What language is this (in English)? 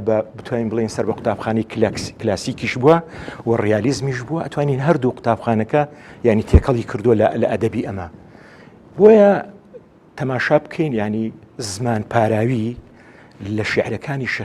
Central Kurdish